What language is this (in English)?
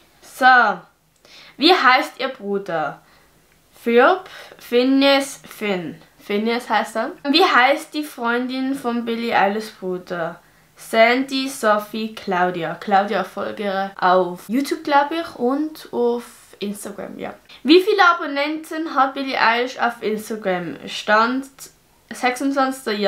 Swiss German